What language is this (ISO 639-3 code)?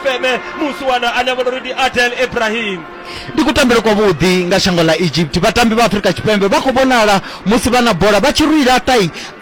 ven